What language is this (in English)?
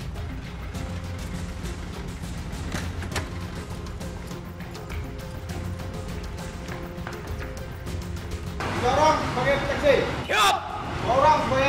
Indonesian